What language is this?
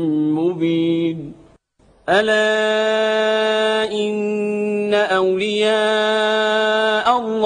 Arabic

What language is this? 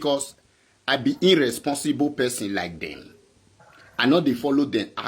Nigerian Pidgin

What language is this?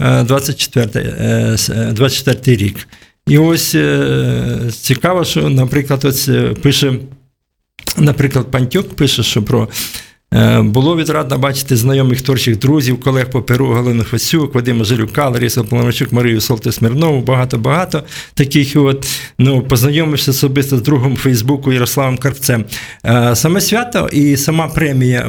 Ukrainian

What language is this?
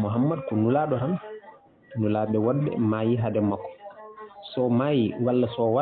Fula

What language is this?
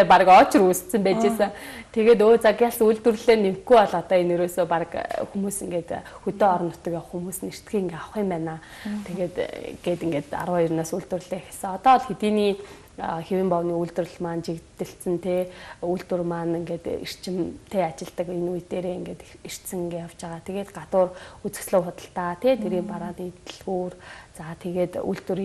Mongolian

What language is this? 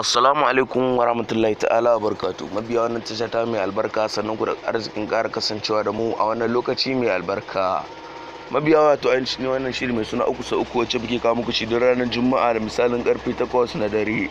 Hausa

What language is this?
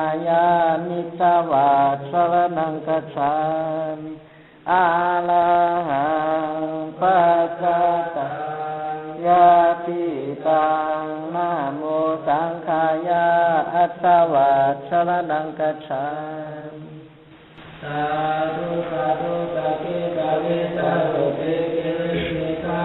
Pali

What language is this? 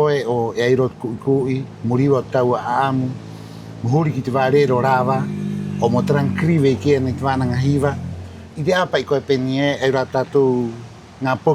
Rapanui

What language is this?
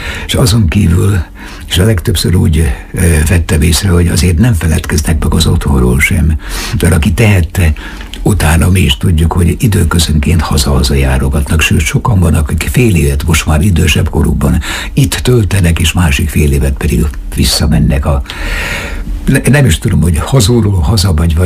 Hungarian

